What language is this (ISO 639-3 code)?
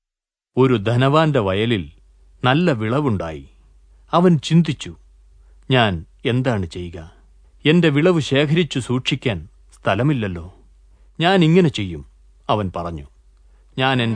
mal